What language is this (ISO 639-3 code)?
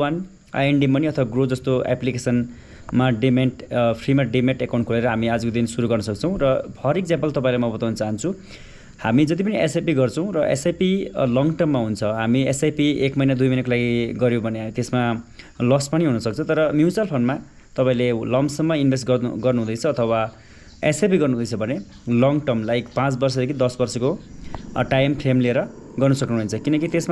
nep